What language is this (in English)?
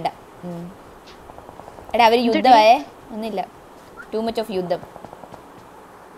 Malayalam